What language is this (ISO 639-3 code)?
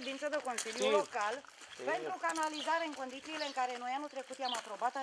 ron